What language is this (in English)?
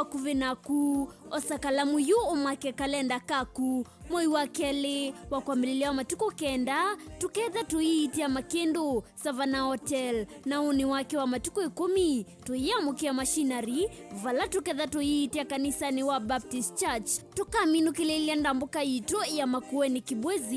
Kamba